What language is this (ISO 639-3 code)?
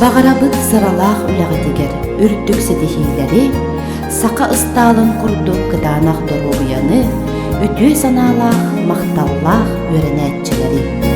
sah